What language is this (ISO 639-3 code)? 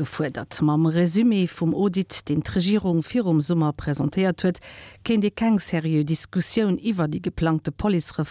ltz